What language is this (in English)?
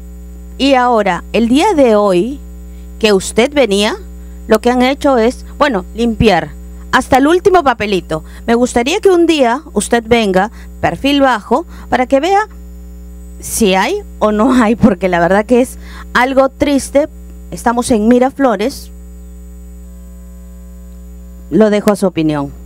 Spanish